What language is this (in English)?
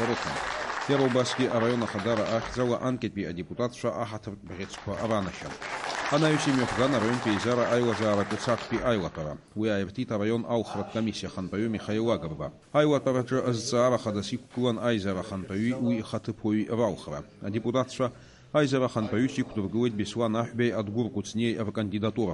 Abkhazian